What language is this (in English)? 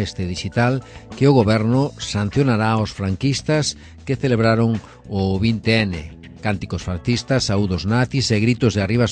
Galician